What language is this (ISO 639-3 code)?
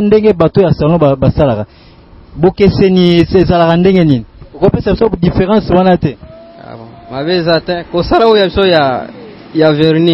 lin